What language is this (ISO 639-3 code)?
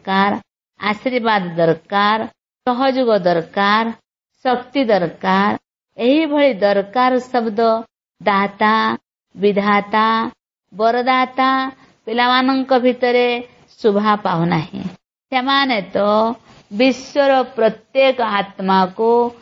ori